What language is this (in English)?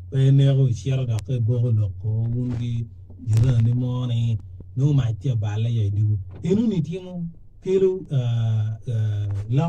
Acoli